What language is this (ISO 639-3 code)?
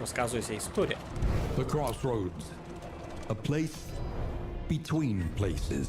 rue